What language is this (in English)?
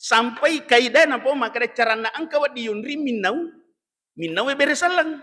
Buginese